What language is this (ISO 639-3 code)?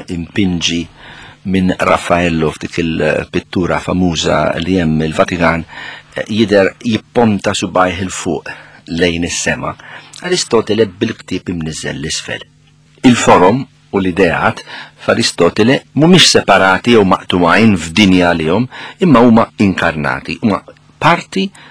mlt